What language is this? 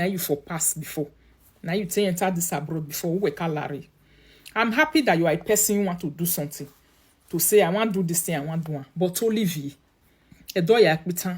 Nigerian Pidgin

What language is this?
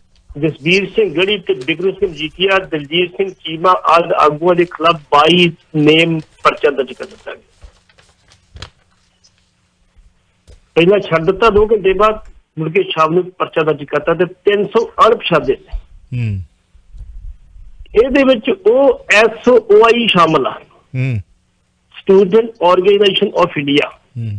Punjabi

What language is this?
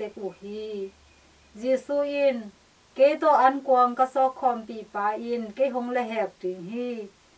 Tedim Chin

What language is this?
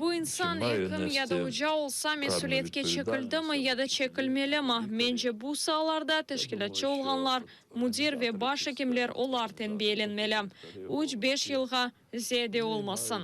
Crimean Tatar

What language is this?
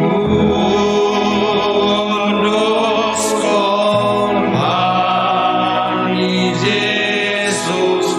Batak Simalungun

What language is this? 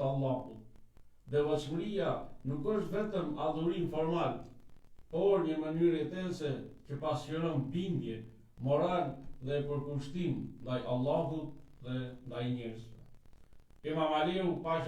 Albanian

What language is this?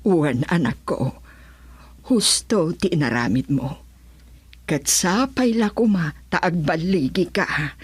Iloko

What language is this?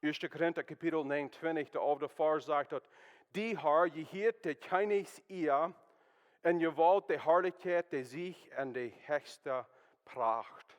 Plautdietsch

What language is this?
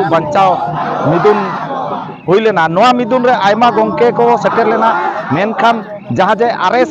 Santali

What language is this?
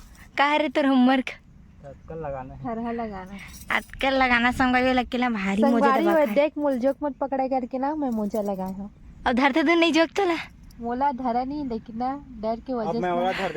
Chhattisgarhi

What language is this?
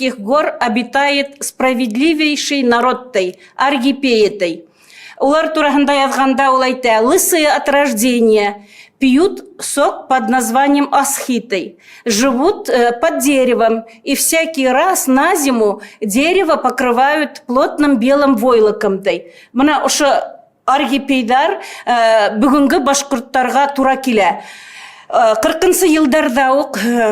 Bashkir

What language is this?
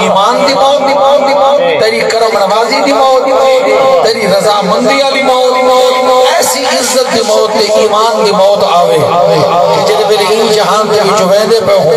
Saraiki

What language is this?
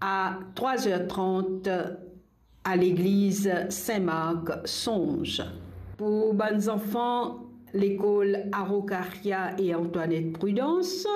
Morisyen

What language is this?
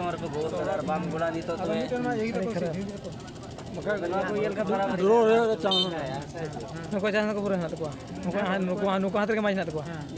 Santali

